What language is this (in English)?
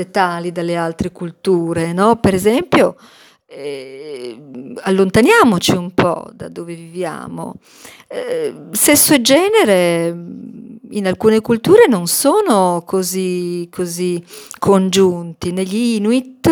Italian